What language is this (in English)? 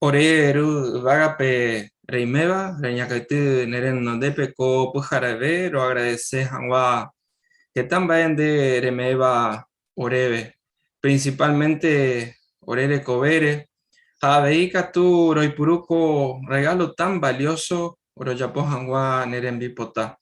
Guarani